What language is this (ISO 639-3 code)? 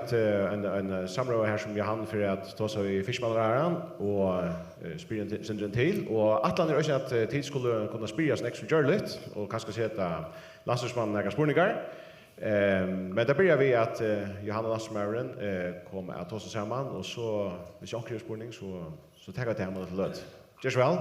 fao